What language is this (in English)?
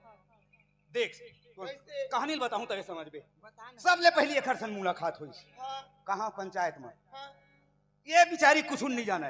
Chhattisgarhi